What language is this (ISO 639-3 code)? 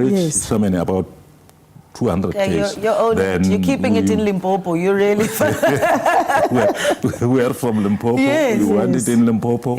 ven